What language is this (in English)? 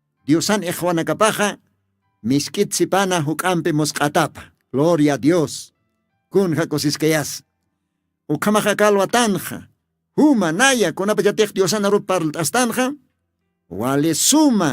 Aymara